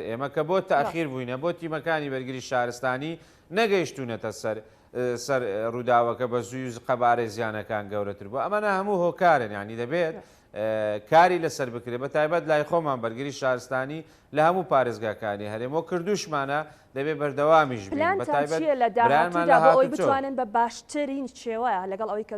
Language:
Central Kurdish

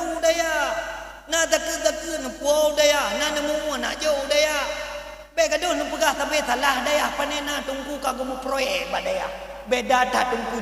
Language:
Achinese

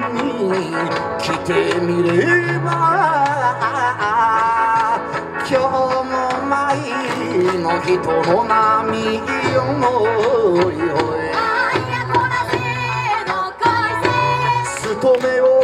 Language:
Japanese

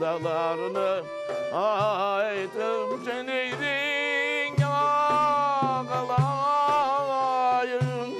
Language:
Crimean Tatar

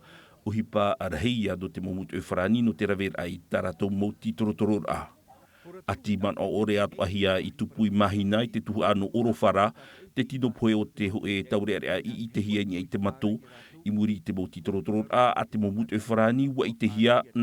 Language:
Tahitian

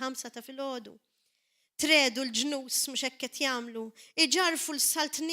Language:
Maltese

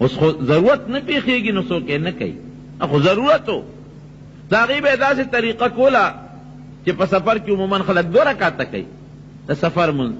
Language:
Pashto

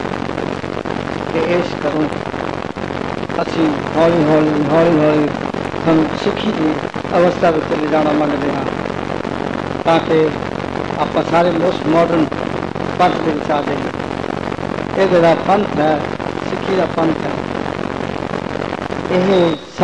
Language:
Punjabi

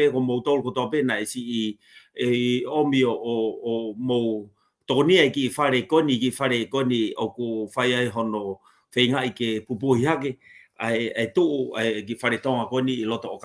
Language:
Tongan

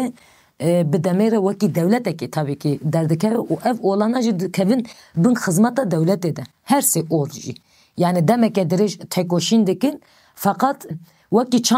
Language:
Kurdish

